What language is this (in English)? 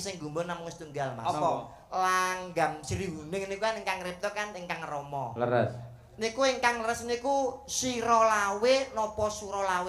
Javanese